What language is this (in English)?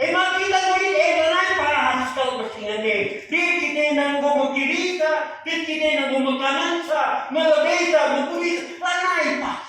Batak Karo